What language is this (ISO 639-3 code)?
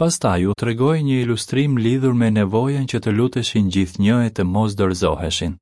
sqi